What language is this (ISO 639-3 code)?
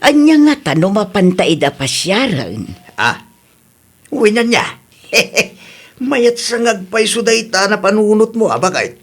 ilo